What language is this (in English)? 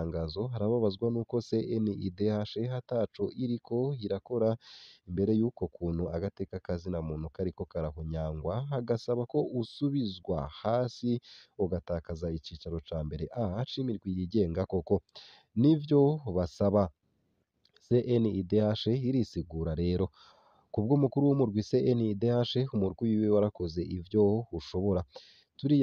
Rundi